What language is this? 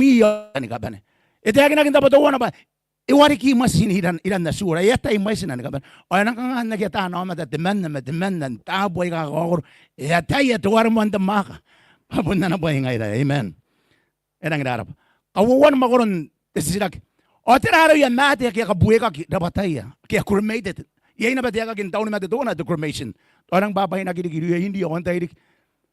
Gilbertese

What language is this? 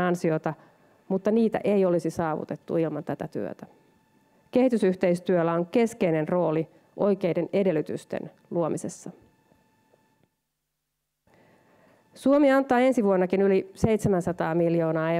Finnish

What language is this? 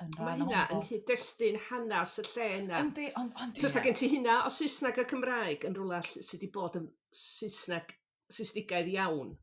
Welsh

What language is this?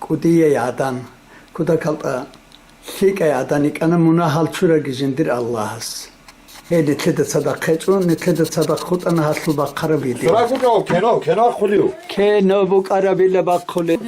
Avaric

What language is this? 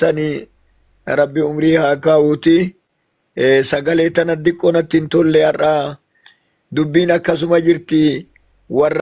Oromo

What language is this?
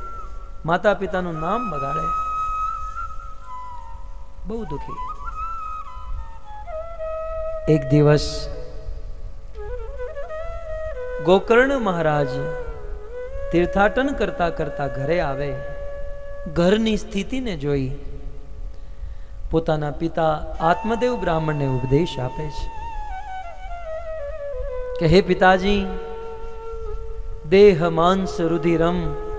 Gujarati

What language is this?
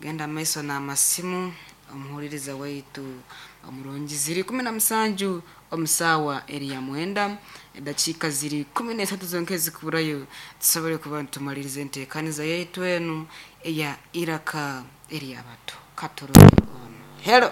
Nyankole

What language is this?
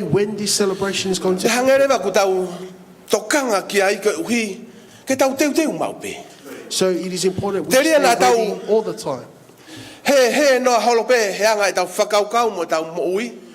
Tongan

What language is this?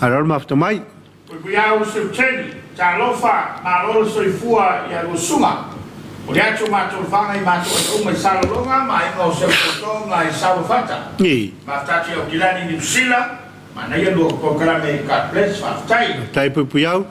Samoan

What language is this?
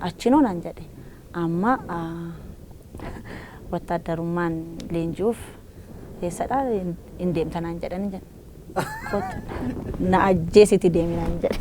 Oromo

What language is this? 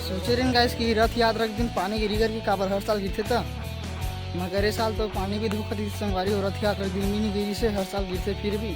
Chhattisgarhi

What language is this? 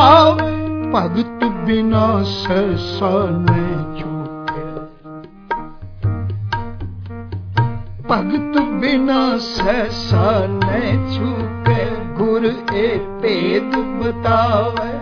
Punjabi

